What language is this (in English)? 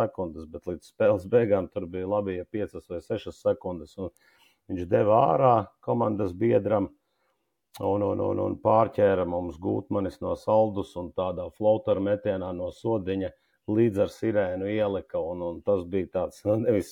Latvian